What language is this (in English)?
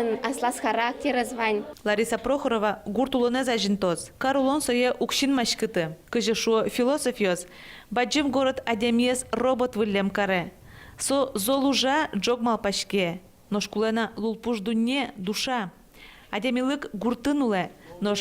Udmurt